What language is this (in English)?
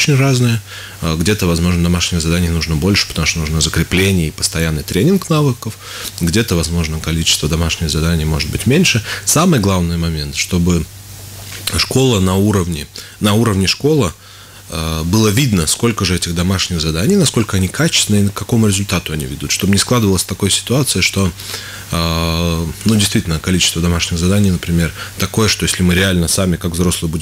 Russian